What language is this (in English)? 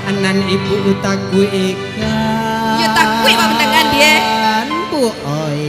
Minangkabau